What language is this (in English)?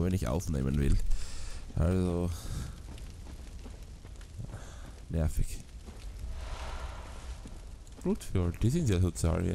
German